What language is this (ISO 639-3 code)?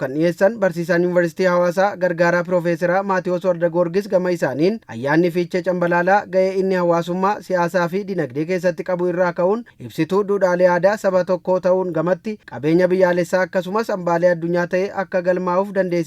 orm